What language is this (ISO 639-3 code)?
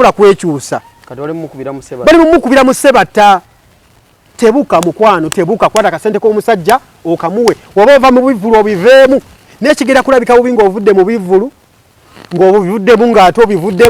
lug